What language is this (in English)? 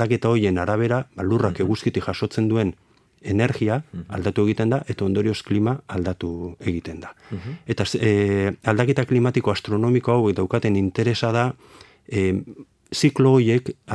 Basque